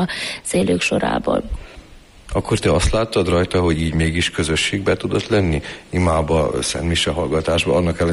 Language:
Hungarian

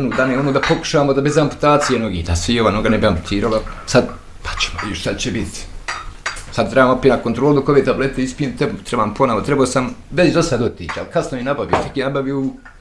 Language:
Bosnian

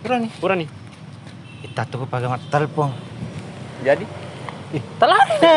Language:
Buginese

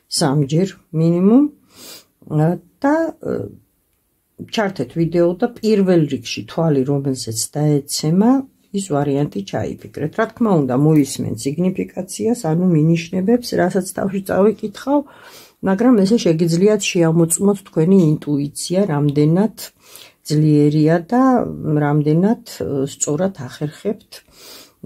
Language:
Georgian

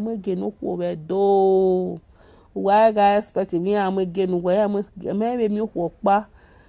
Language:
Nigerian Pidgin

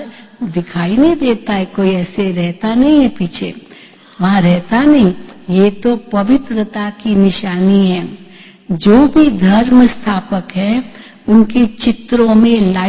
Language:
Hindi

